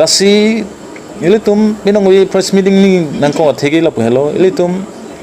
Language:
Karbi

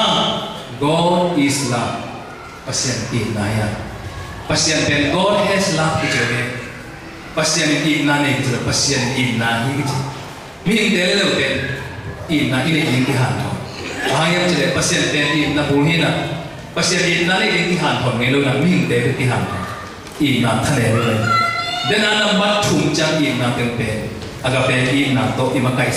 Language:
Tedim Chin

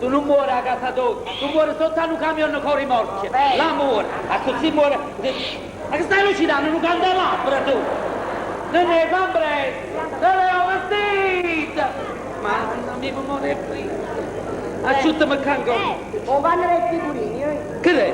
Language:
Neapolitan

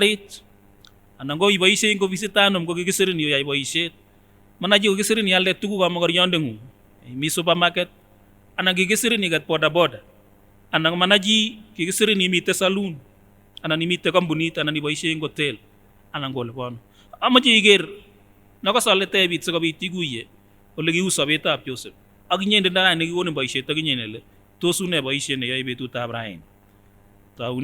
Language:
Kipsigis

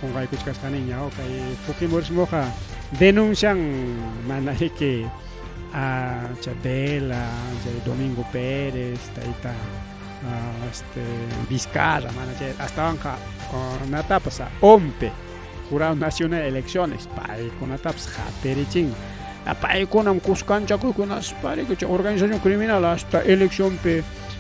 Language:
Ayacucho Quechua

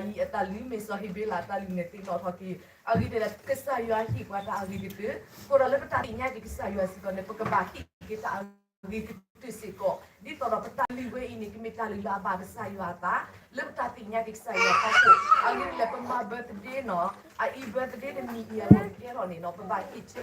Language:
S'gaw Karen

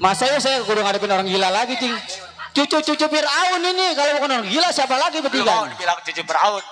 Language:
Betawi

